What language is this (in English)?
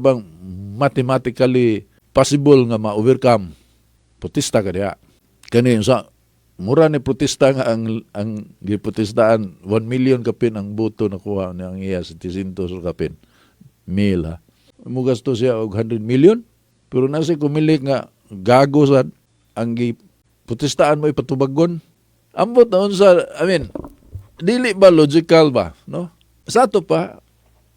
Cebuano